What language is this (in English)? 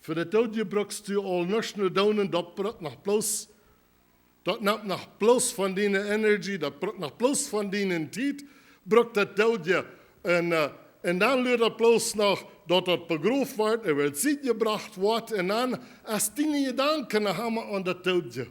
Plautdietsch